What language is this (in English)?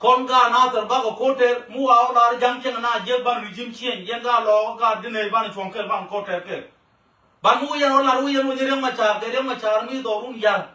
Nuer